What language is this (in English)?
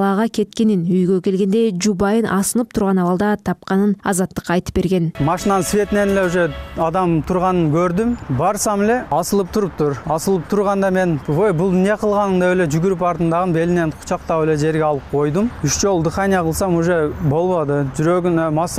Kyrgyz